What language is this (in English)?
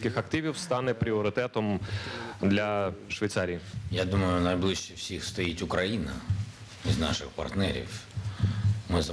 Ukrainian